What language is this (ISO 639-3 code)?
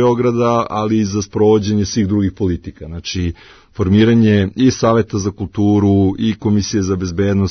srp